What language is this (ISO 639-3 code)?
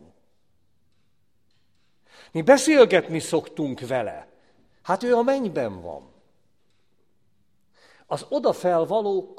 hun